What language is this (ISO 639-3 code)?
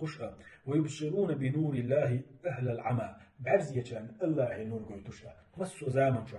che